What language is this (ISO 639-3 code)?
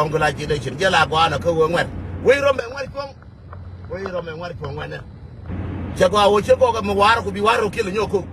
nus